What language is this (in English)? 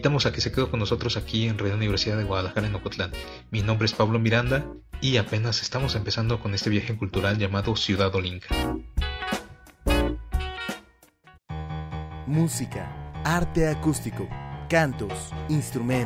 Spanish